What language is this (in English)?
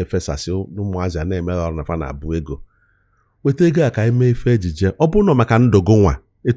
Igbo